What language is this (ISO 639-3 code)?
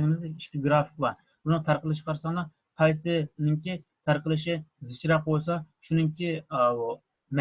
uig